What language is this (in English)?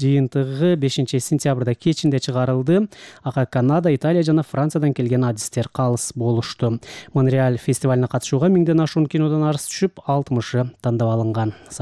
Kyrgyz